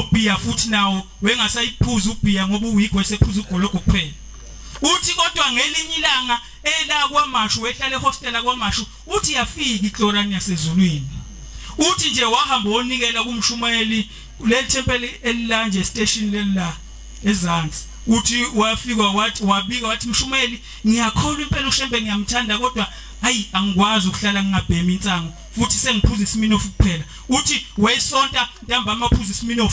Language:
Zulu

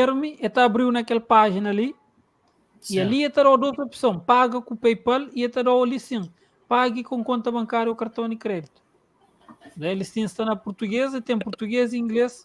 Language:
Kabuverdianu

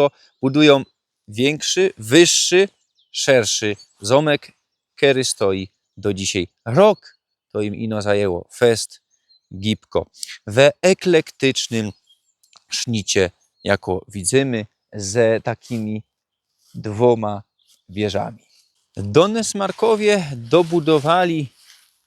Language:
Silesian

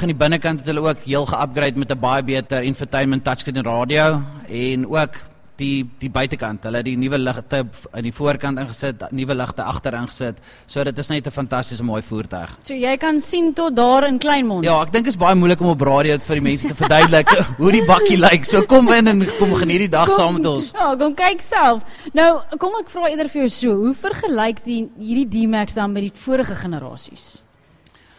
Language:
Afrikaans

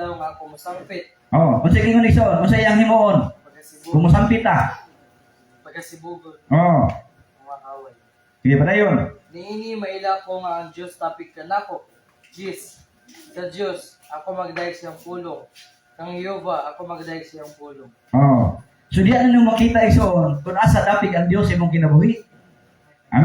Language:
Cebuano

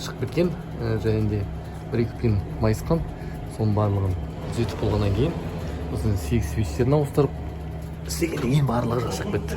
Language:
Kazakh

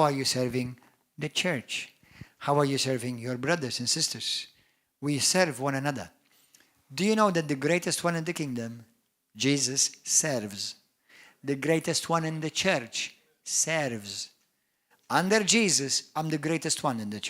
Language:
English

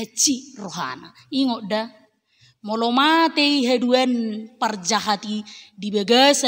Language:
Batak Toba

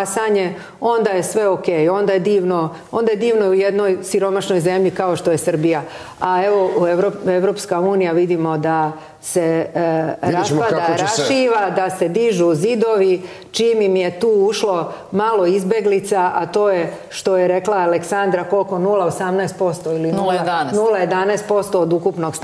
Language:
Serbian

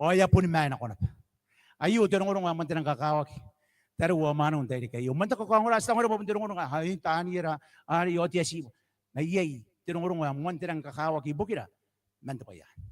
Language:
Gilbertese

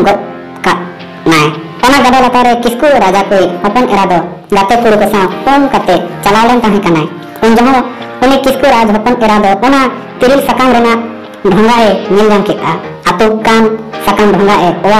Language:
Santali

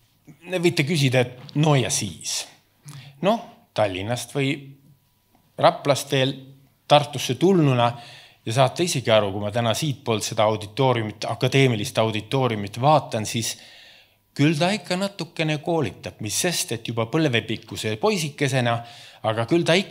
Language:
Estonian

